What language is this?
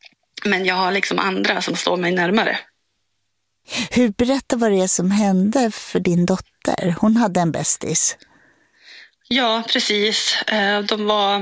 Swedish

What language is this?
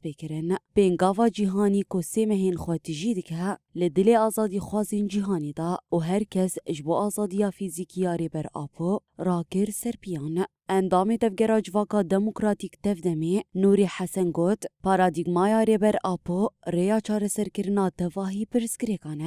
Kurdish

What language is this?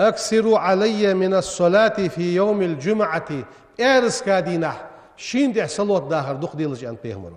Ingush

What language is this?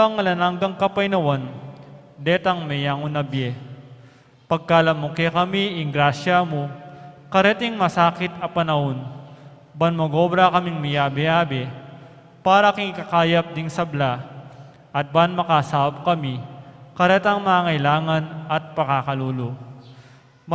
Pampanga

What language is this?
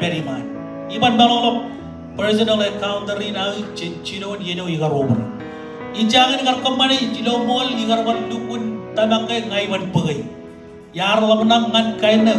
Marshallese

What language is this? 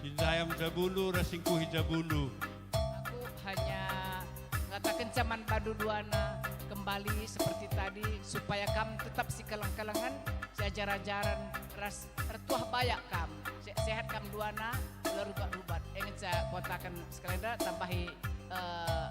Batak Karo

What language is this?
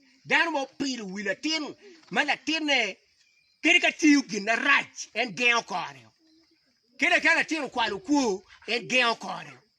Acoli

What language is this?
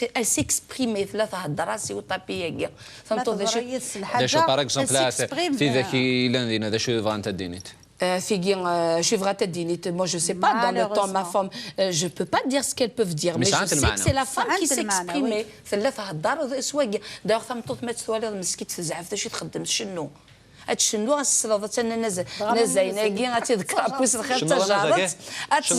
Kabyle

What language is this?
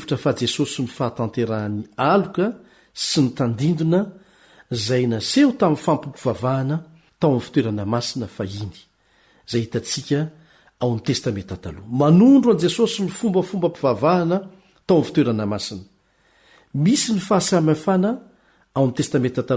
Malagasy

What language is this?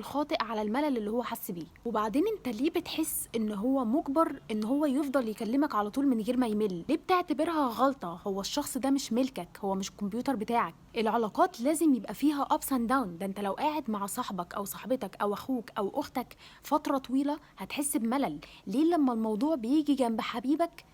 Egyptian Arabic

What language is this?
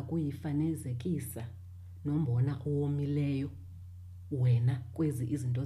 Xhosa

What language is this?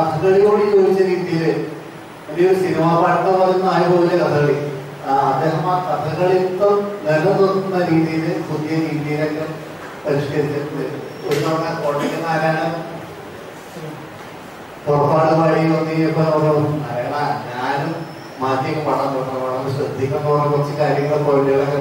Malayalam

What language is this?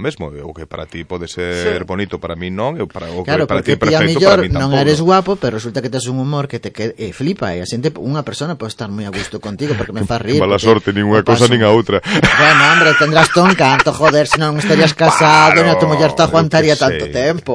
Galician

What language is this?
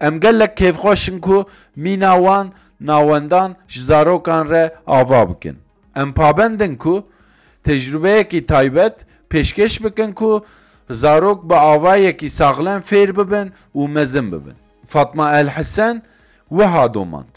Kurdish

